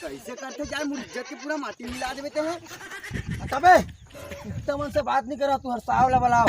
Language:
Chhattisgarhi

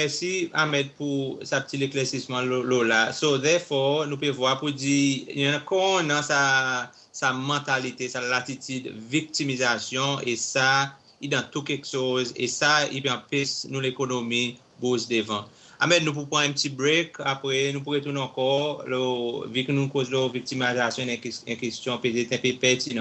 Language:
Seselwa Creole French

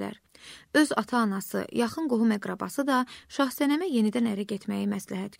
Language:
Azerbaijani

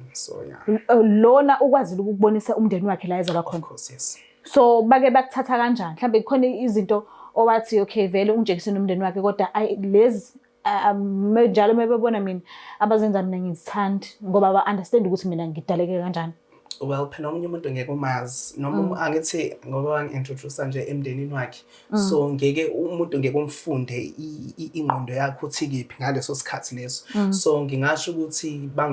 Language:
Zulu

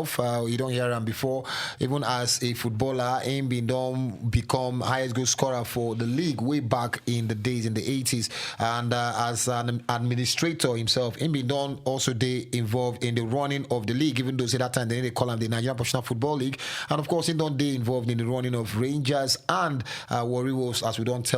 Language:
Nigerian Pidgin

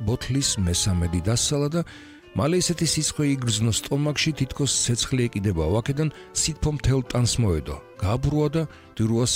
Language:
Georgian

